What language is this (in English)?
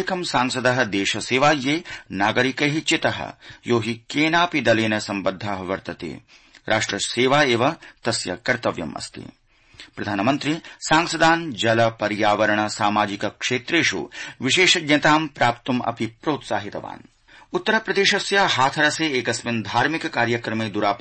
Sanskrit